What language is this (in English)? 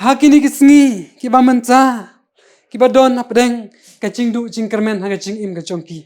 Khasi